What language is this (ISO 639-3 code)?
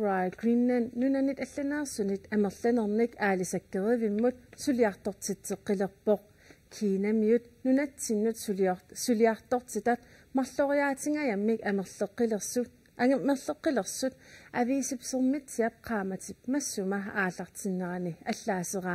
kal